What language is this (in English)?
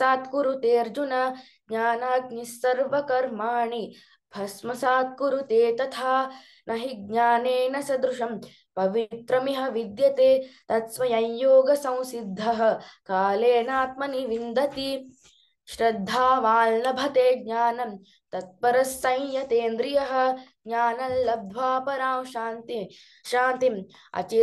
Sanskrit